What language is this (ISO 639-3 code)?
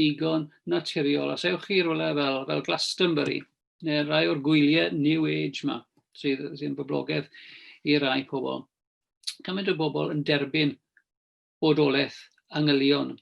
cym